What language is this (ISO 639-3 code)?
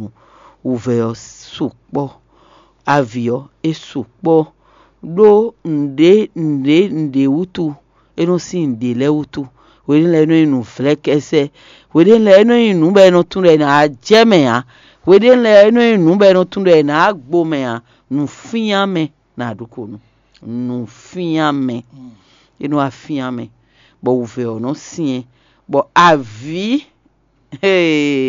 fon